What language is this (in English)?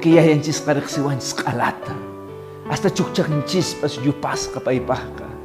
Quechua